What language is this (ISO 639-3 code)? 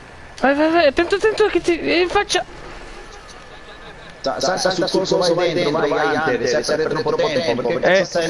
ita